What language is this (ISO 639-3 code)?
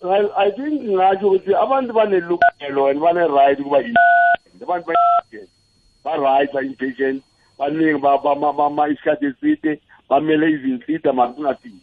nbl